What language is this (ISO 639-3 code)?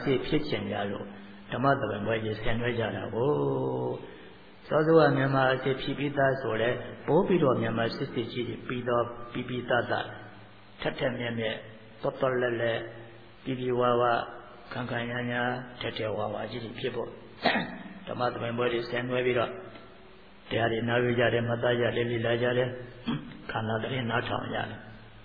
mya